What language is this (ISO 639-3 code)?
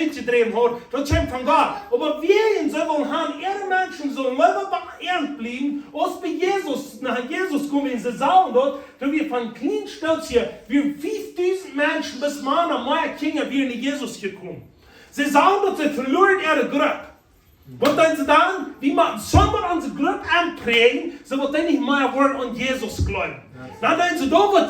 pdt